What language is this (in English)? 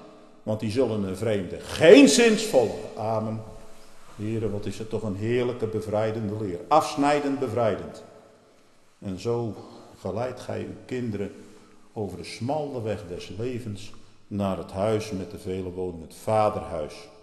Dutch